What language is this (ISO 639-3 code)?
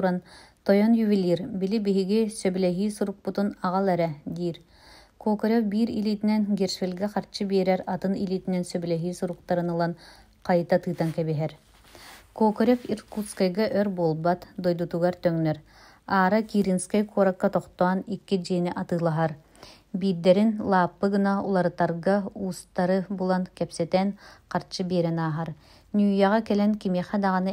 sah